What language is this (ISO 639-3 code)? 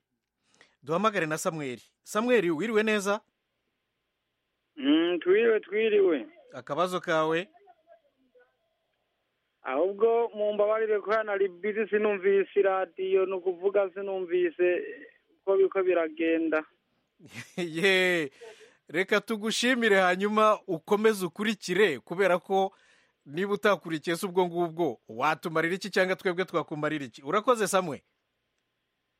kin